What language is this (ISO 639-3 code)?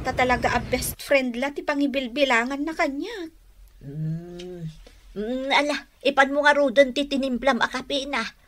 ilo